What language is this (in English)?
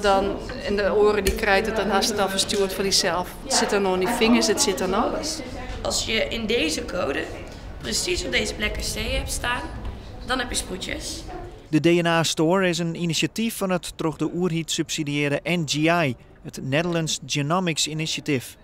Western Frisian